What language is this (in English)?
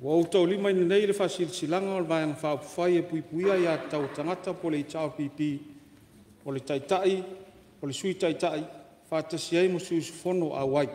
Samoan